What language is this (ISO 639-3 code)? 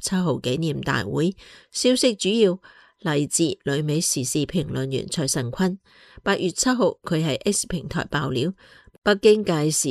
yue